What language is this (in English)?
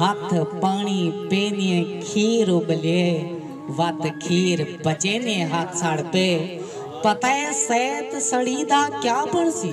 Saraiki